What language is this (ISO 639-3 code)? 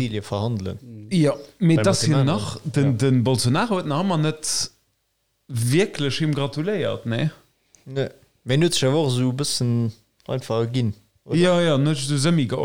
ltz